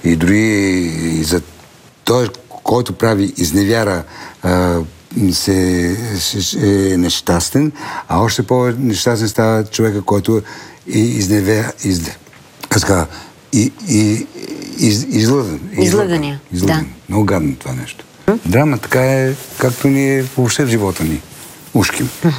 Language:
Bulgarian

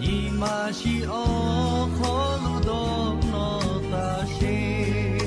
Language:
Lahu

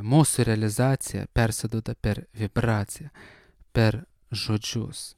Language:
Lithuanian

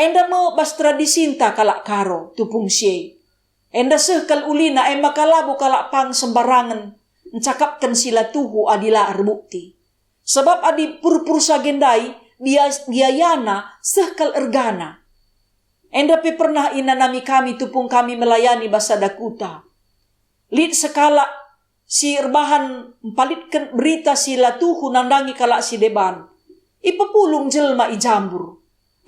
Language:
Batak Karo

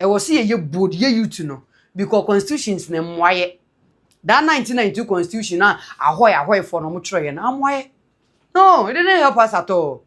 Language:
Akan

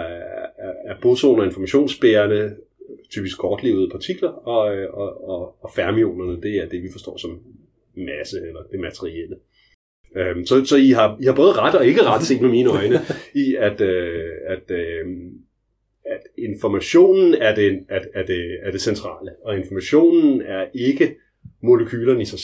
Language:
Danish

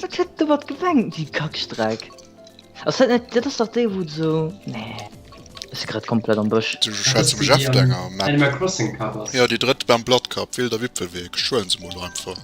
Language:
Luxembourgish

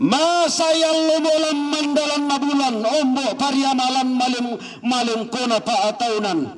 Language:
Toraja-Sa'dan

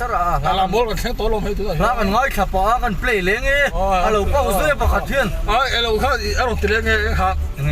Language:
Mizo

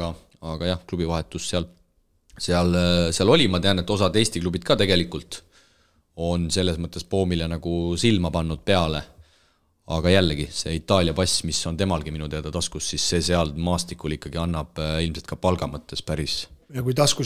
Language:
Estonian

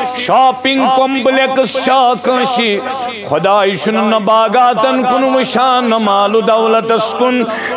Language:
Kashmiri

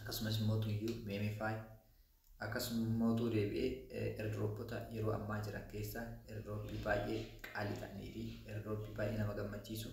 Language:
Oromo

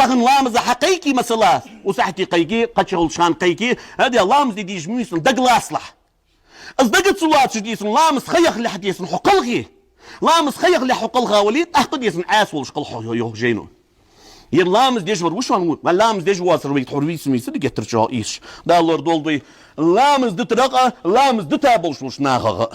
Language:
Ingush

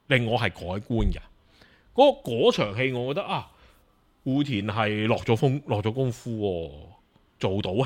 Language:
Cantonese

